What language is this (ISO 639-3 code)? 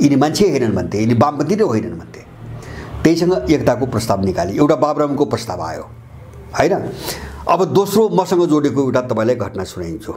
nep